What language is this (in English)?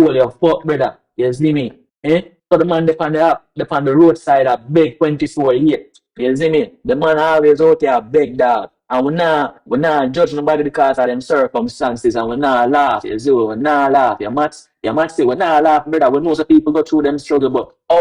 Jamaican Creole English